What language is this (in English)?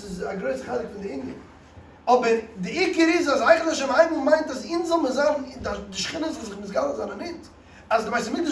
Yiddish